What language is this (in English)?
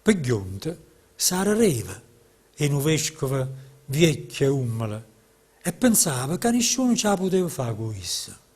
Neapolitan